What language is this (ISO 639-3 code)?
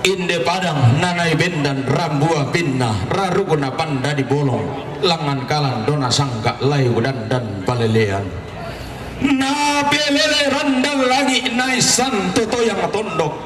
sda